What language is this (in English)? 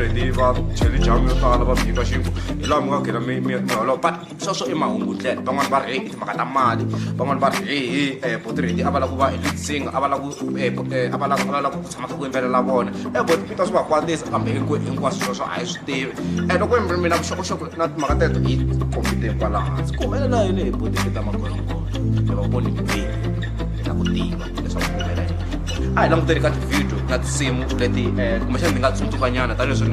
Tsonga